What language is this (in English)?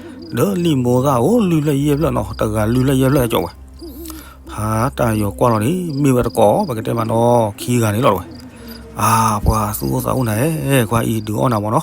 S'gaw Karen